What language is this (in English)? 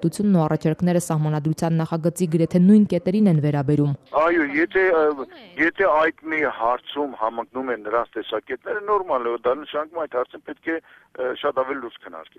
Armenian